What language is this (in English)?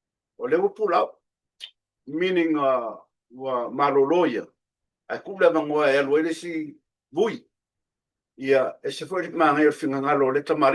Samoan